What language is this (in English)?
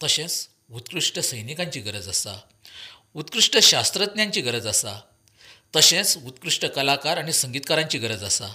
Konkani